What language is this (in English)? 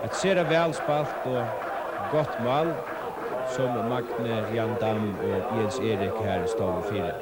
Faroese